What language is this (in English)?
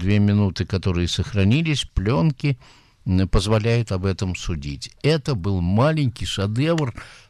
Russian